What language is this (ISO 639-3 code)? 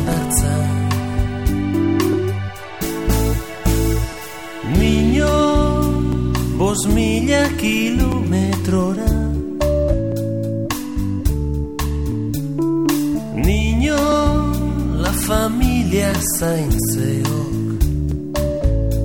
eus